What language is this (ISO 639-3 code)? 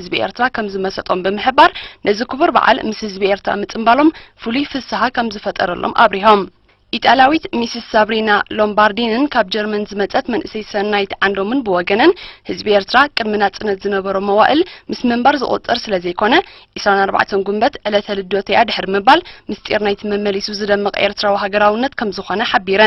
tir